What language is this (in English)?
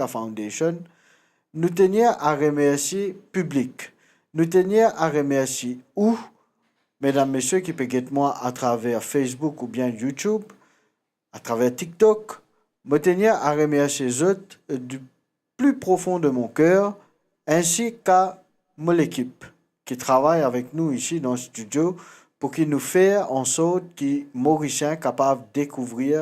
Morisyen